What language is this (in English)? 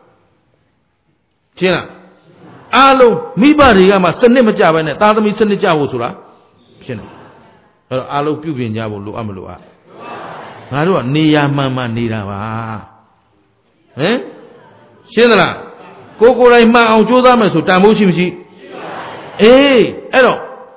Burmese